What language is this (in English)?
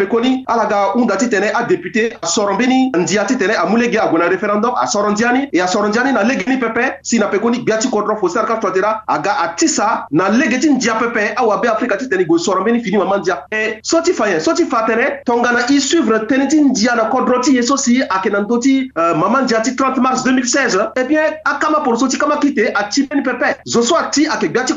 Sango